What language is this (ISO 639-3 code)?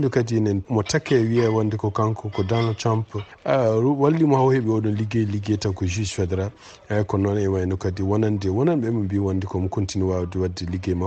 ful